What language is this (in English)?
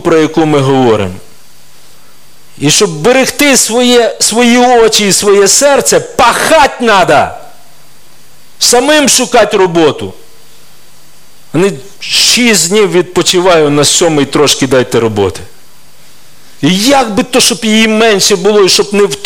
Ukrainian